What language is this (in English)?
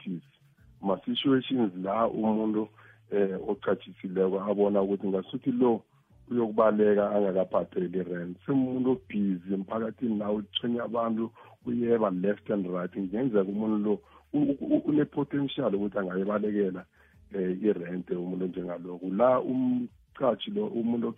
South Ndebele